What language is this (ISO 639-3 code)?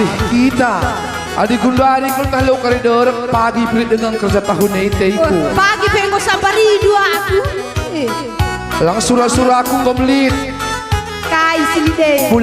btx